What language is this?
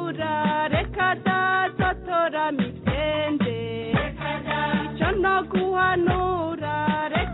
Kinyarwanda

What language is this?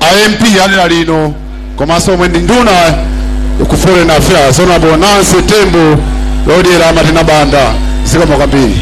Nyanja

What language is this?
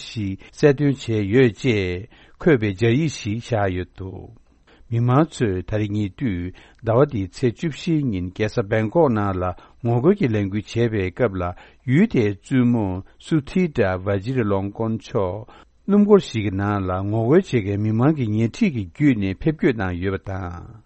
Tibetan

